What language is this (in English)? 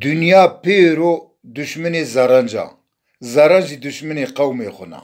Zaza